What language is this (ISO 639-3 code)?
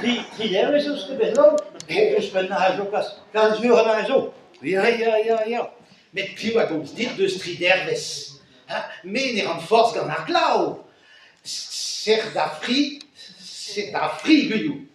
bre